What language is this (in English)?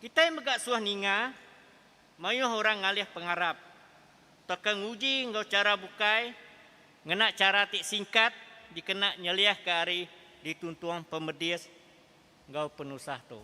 Iban